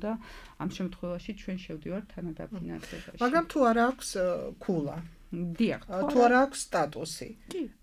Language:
Georgian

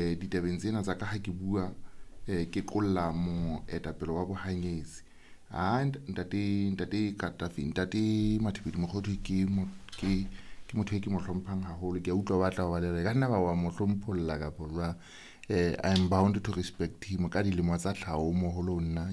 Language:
Southern Sotho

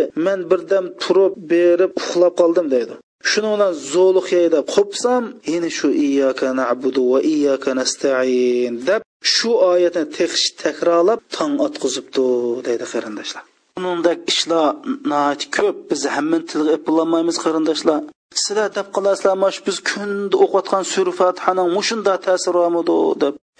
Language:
Uyghur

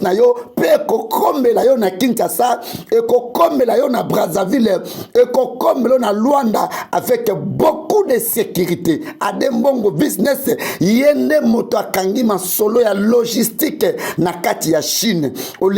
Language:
Lingala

